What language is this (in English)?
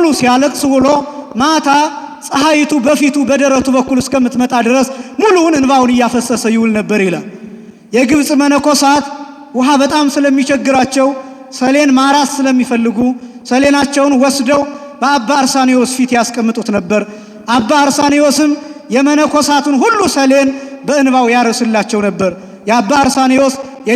Amharic